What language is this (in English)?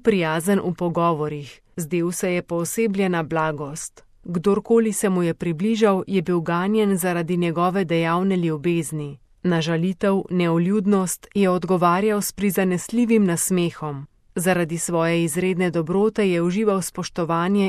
Slovenian